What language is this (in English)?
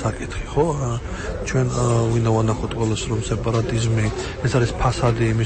Georgian